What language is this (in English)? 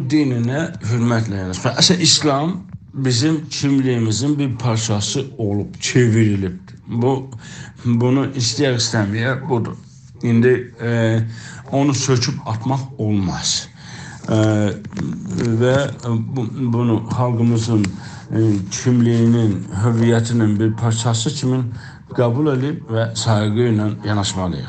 South Azerbaijani